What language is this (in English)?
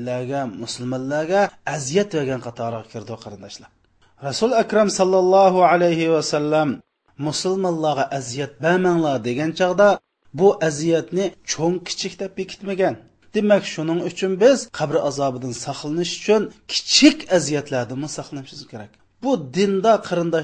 Uyghur